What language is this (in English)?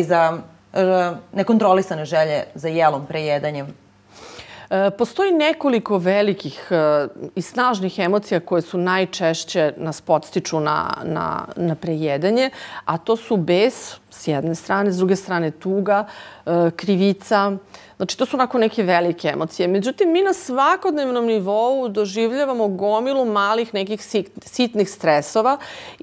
Serbian